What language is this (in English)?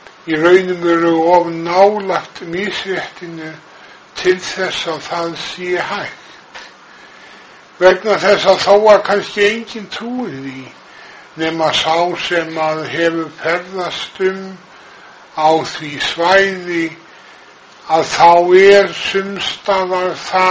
Icelandic